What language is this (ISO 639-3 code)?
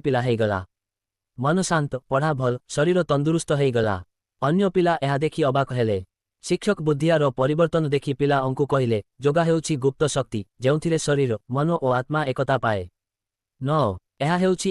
ori